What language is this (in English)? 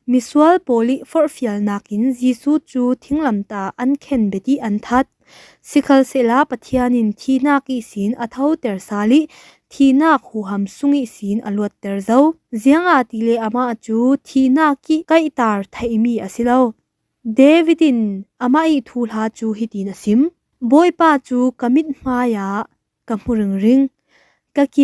Falam Chin